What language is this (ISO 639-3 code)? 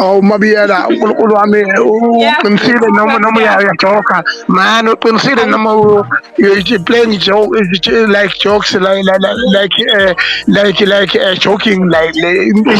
zul